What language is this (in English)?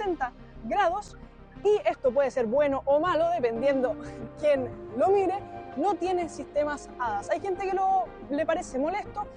Spanish